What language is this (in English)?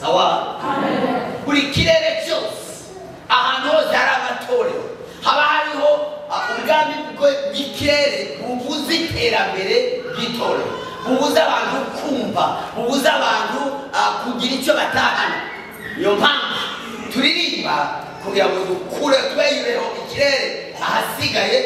Kinyarwanda